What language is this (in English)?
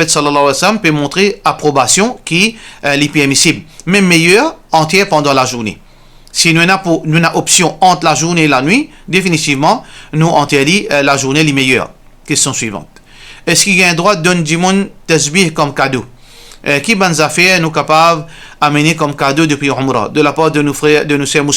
Morisyen